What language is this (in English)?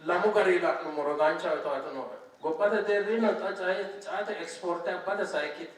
Sidamo